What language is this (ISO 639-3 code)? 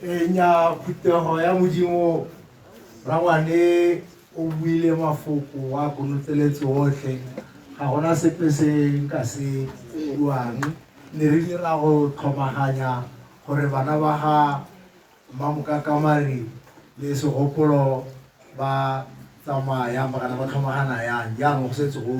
tsn